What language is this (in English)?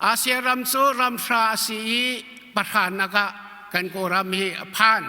Hakha Chin